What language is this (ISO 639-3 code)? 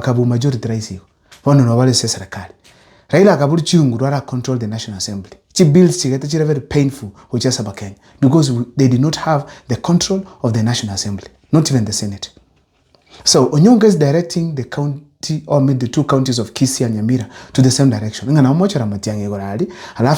guz